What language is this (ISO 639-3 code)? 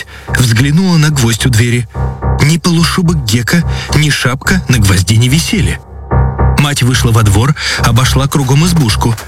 rus